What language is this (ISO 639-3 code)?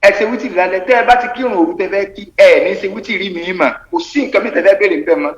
yor